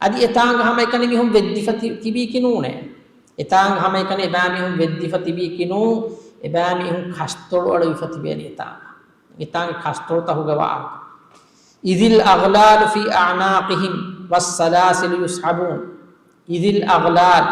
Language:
Divehi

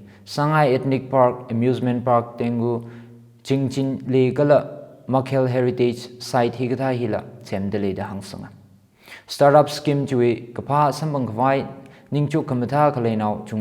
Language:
Tangkhul Naga (India)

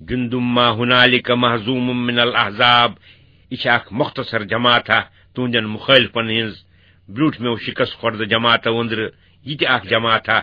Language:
Kashmiri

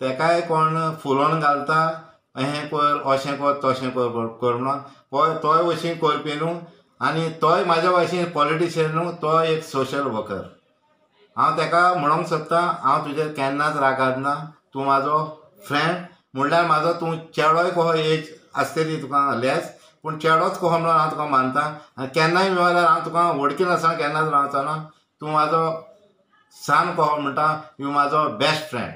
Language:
Konkani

